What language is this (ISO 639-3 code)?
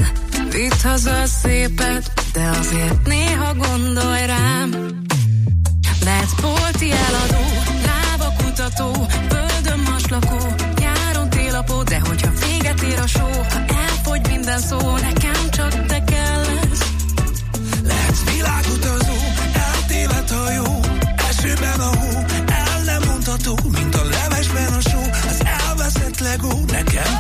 hun